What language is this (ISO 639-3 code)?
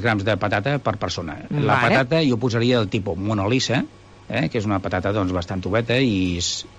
cat